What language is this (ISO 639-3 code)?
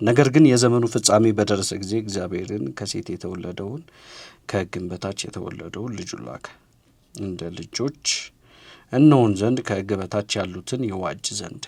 amh